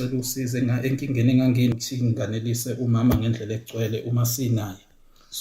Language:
Zulu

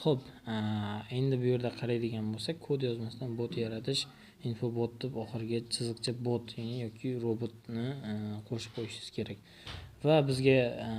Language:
Uzbek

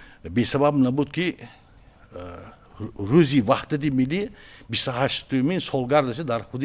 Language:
Tajik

